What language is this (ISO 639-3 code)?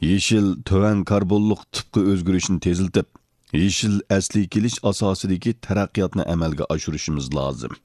uig